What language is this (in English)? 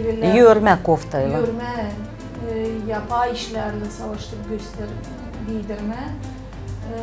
Gagauz